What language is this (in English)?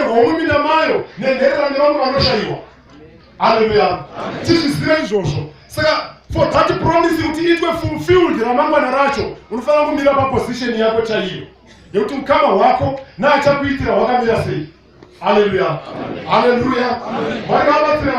Shona